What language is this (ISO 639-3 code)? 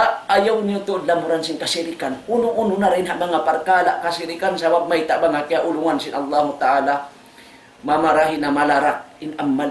tsg